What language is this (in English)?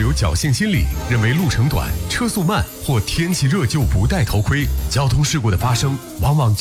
Chinese